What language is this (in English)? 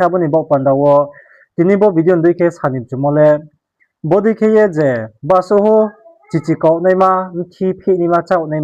Riang (India)